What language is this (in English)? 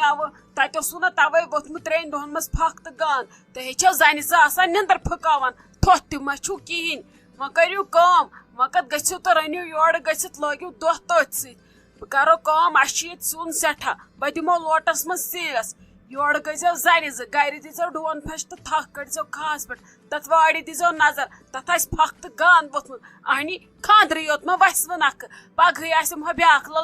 Kashmiri